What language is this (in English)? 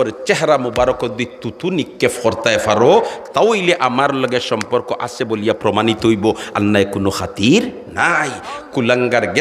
Sylheti